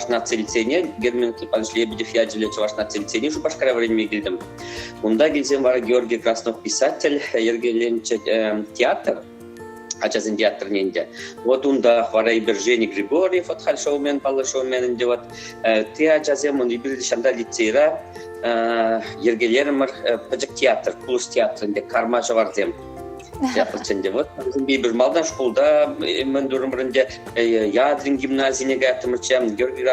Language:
Chuvash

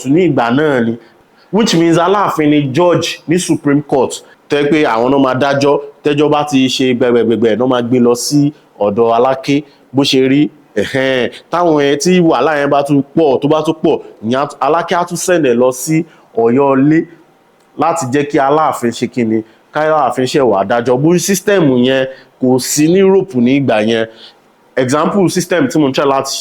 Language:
Yoruba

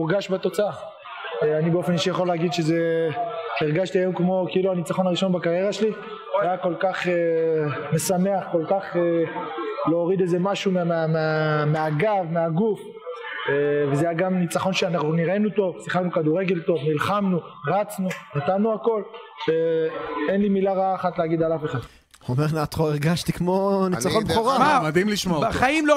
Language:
Hebrew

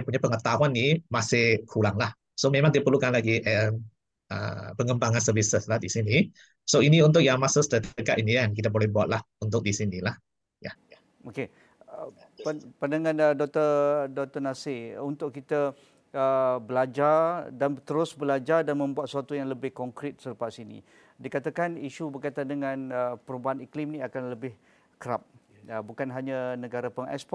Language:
Malay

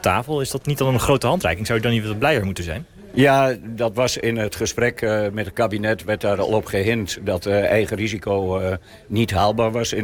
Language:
Dutch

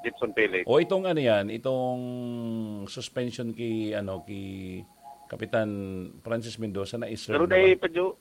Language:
Bikol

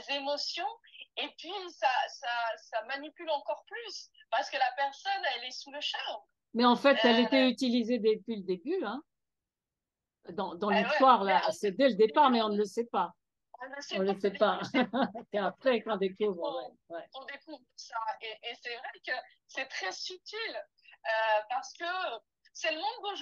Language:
French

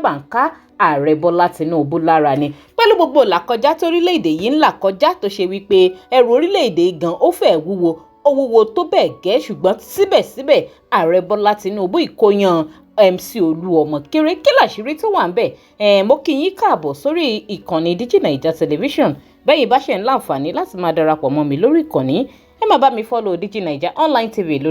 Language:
Yoruba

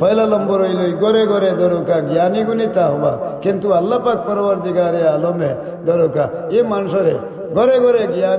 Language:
Sylheti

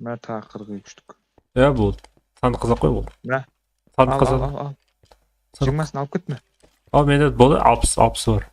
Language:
Kara-Kalpak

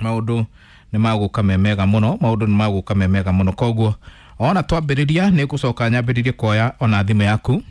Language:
Kikuyu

